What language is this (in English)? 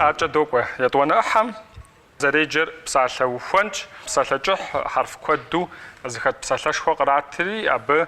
Kabardian